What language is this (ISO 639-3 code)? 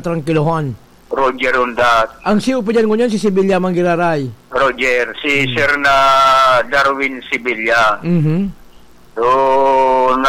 bik